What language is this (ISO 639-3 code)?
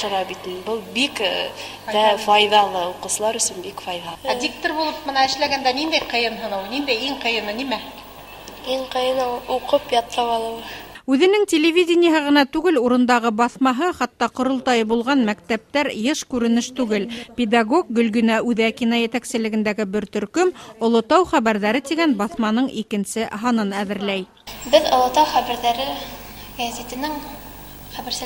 bak